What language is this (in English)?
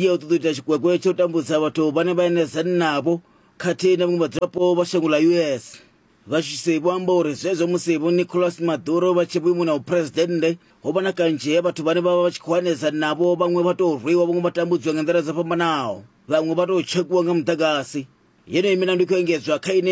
Venda